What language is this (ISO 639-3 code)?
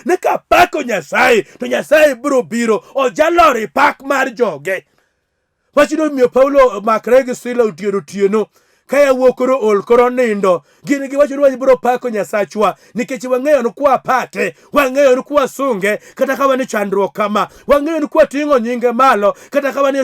luo